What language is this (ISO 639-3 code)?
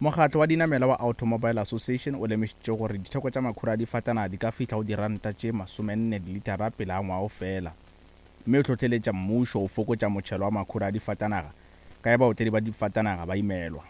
nso